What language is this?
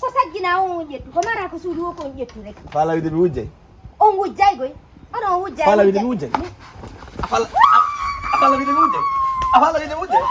Fula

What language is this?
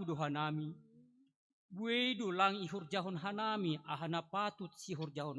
Batak Simalungun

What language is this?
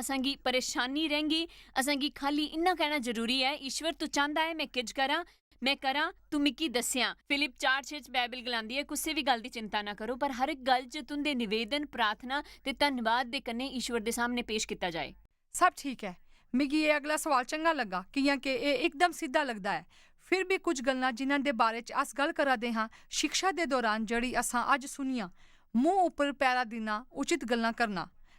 Dogri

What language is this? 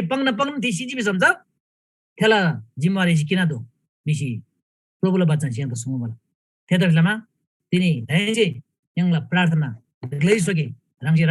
Eastern Tamang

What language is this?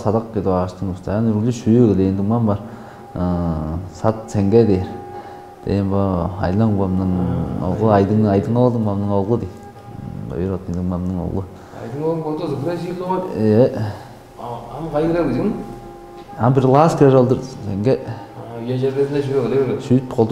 Tuvinian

